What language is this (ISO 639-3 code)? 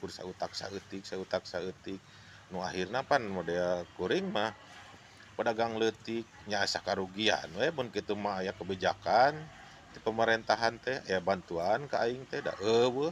sun